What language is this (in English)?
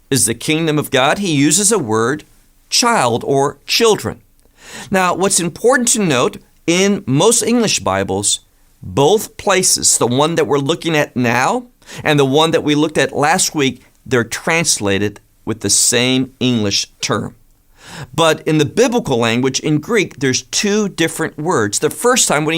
English